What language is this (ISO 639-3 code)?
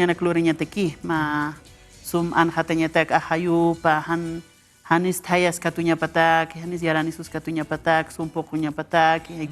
aym